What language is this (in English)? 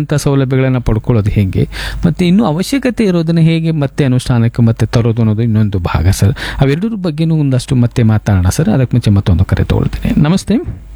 Kannada